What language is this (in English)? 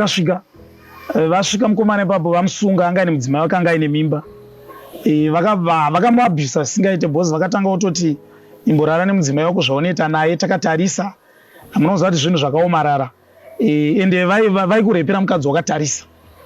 Shona